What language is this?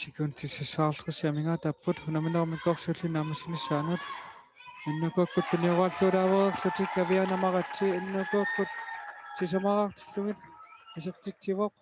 Kalaallisut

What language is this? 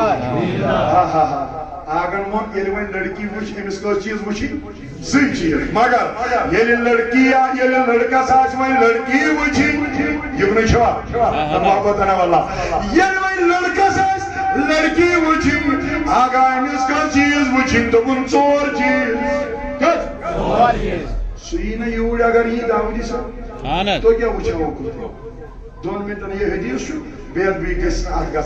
Kashmiri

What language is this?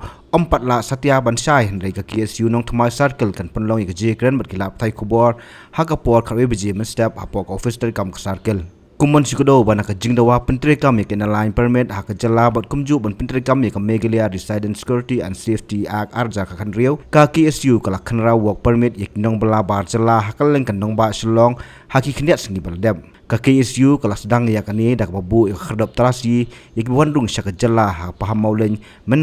Khasi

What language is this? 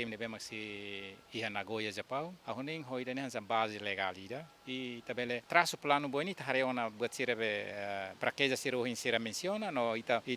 Tetum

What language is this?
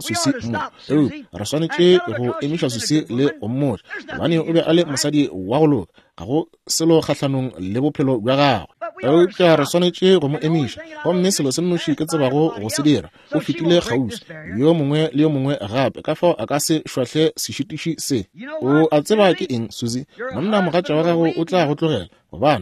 Northern Sotho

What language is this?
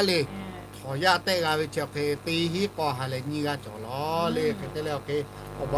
Lahu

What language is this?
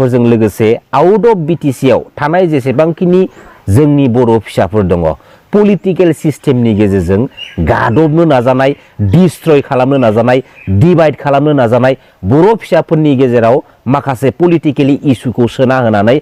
Bodo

